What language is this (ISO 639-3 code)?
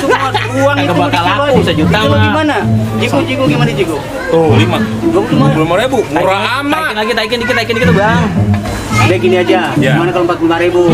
bew